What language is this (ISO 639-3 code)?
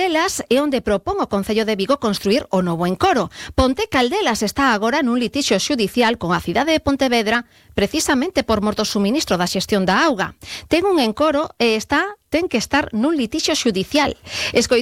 glg